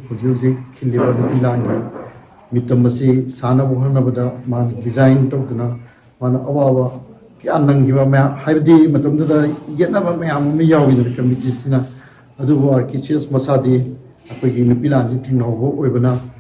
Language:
Manipuri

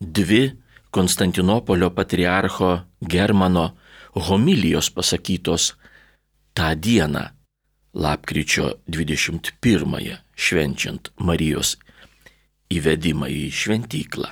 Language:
Lithuanian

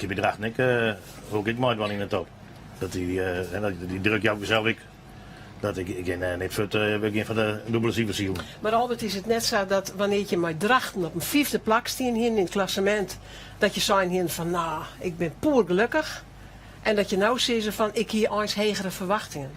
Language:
Western Frisian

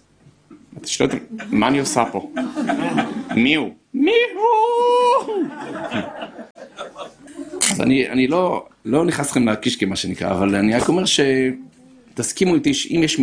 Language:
Hebrew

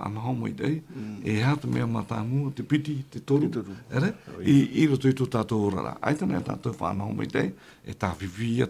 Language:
Tahitian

